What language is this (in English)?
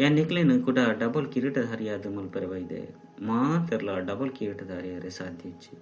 Tulu